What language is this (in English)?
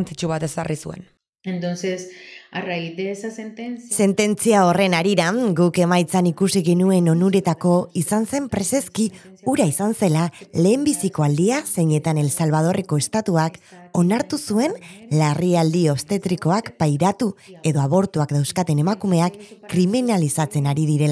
Basque